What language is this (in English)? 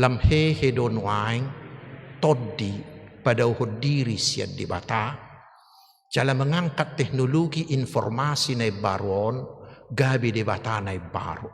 Batak Toba